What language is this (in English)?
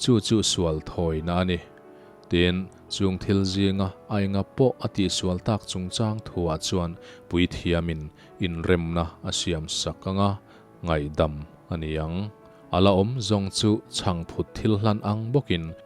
Mizo